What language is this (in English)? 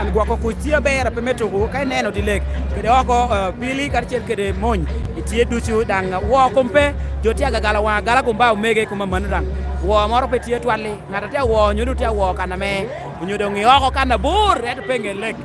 Lango (Uganda)